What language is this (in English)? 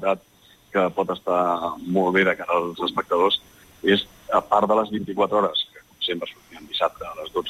Catalan